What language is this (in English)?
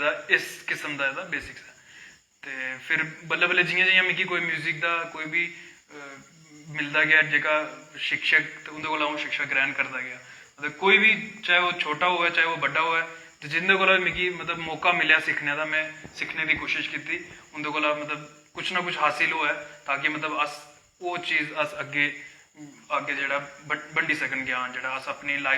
Dogri